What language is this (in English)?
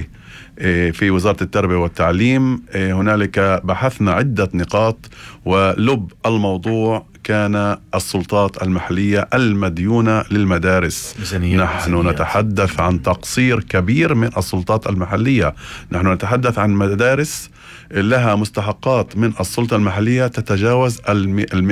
North Levantine Arabic